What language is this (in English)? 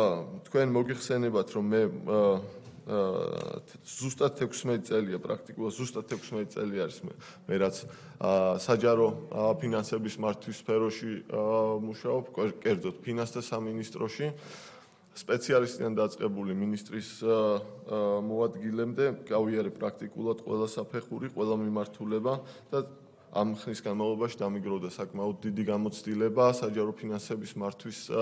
Georgian